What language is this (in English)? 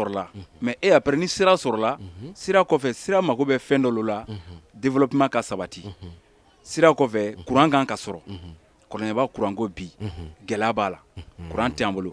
Bambara